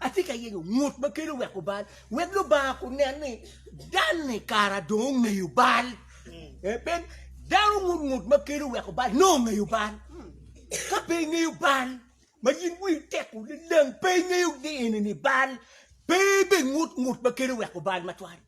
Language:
Acoli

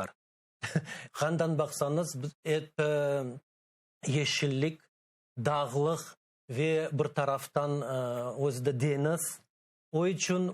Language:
Crimean Tatar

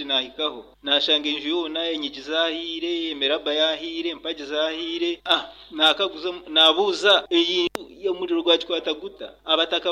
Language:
Nyoro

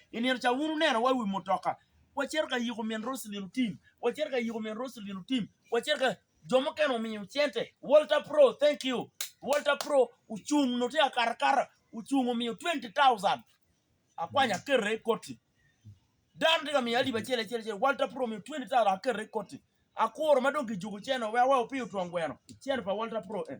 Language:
Acoli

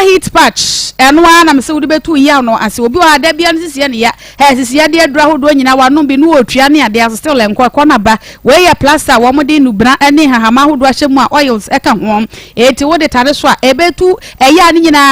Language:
Akan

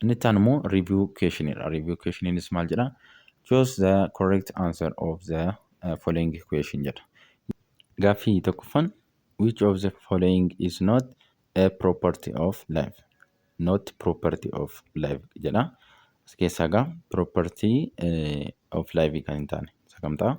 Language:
Oromo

